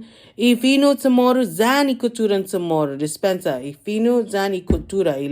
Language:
Chamorro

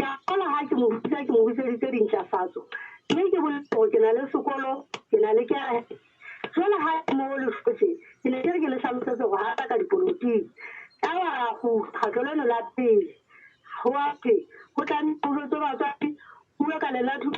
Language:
Southern Sotho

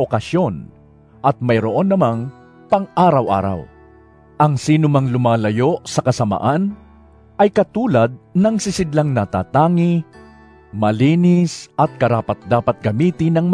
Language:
Filipino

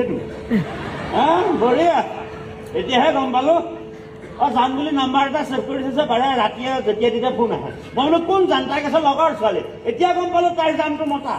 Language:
Assamese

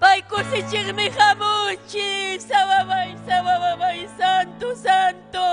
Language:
Ayacucho Quechua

